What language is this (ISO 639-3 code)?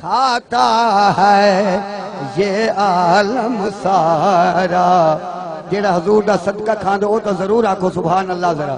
skr